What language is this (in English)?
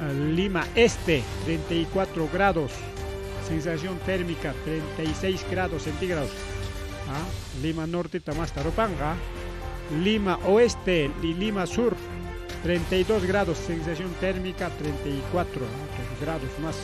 Ayacucho Quechua